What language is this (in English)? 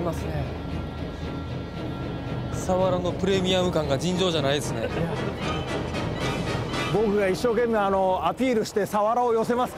Japanese